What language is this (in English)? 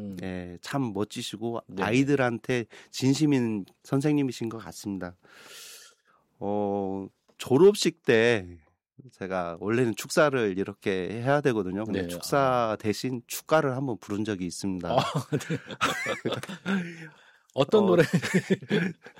Korean